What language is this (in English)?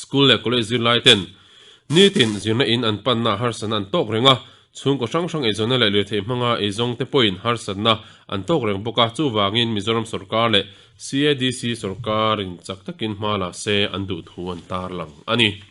Mizo